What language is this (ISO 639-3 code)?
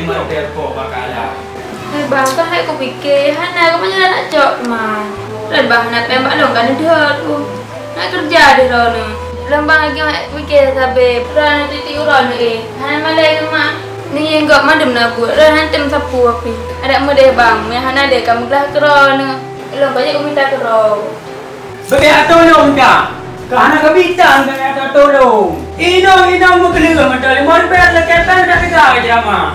ace